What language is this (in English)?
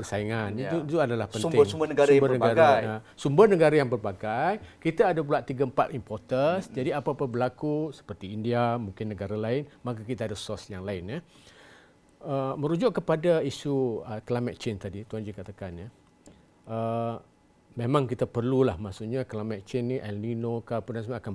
Malay